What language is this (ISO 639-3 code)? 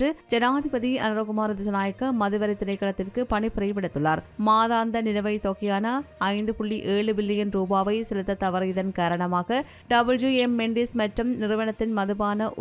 tam